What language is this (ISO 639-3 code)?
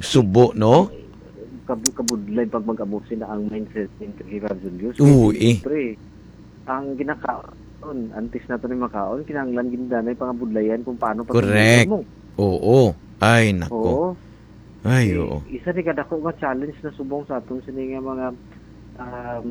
hil